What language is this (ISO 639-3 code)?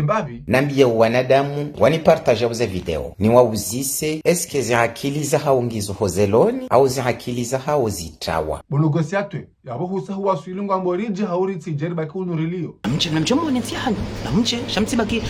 zdj